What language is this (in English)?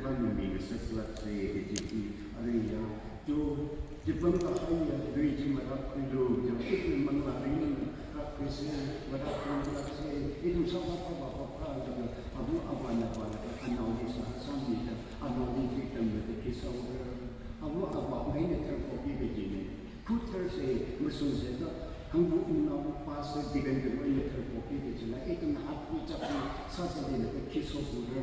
Tangkhul Naga (India)